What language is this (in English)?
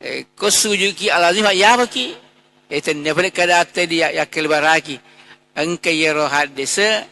Buginese